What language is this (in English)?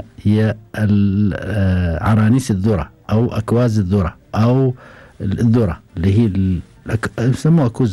Gulf Arabic